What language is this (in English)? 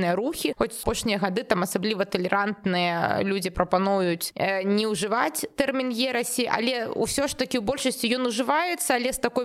Belarusian